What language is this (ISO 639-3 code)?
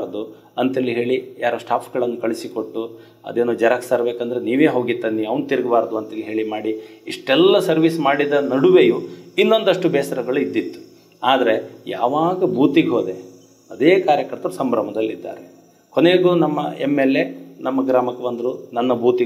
kan